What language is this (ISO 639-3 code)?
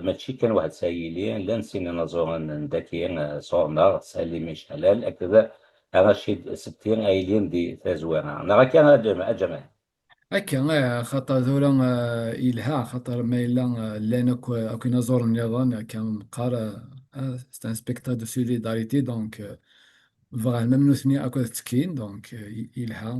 kab